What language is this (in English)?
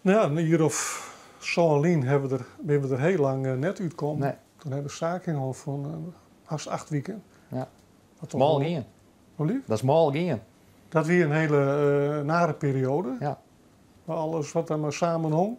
Western Frisian